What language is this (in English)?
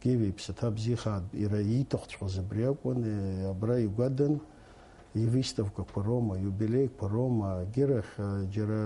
Abkhazian